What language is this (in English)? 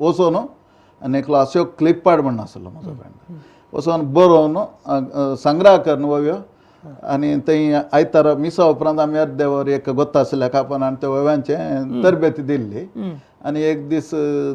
Konkani